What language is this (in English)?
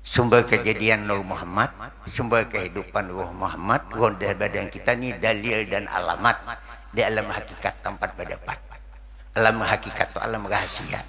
Banjar